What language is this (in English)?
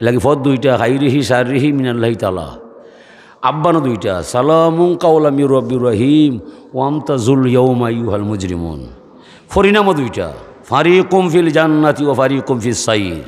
Sylheti